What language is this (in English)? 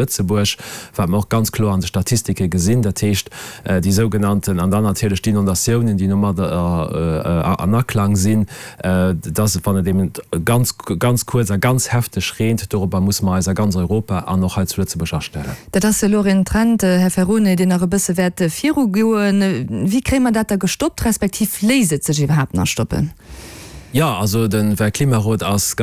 Luxembourgish